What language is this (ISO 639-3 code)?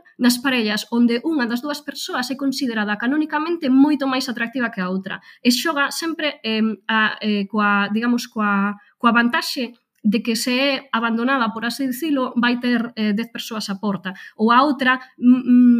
glg